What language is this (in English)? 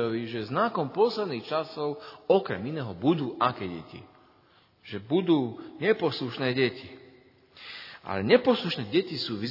Slovak